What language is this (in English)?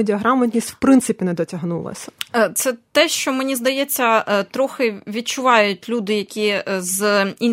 Ukrainian